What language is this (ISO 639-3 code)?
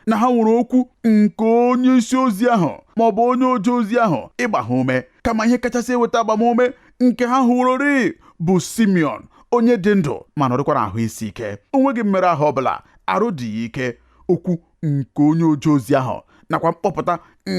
ibo